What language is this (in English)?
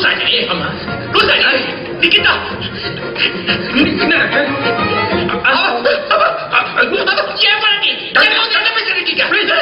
Tamil